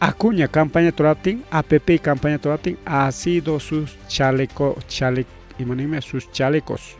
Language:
Ayacucho Quechua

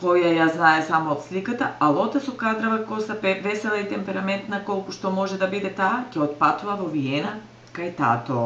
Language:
Macedonian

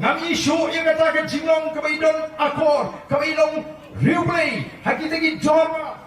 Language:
Khasi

